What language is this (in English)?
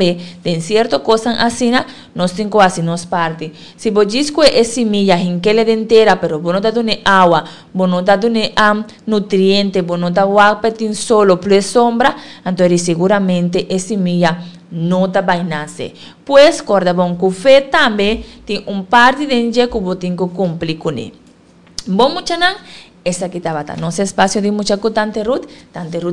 Papiamento